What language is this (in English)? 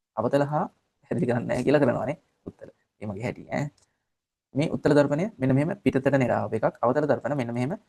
Sinhala